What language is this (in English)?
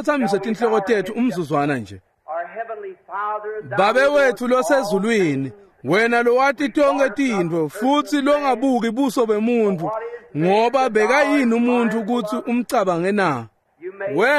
Swati